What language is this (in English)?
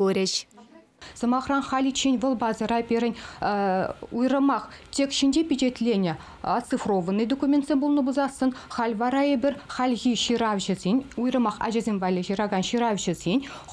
Chuvash